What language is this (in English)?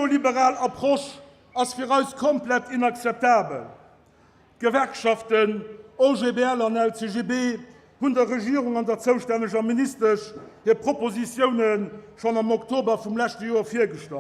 Luxembourgish